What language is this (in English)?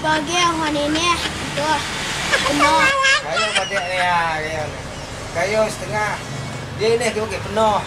Minangkabau